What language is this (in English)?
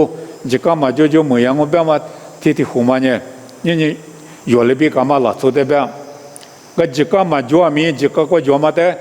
Lisu